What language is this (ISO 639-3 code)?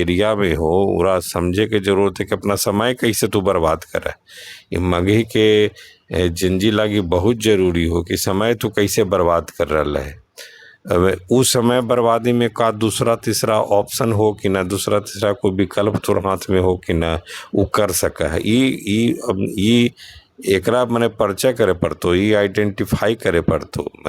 mag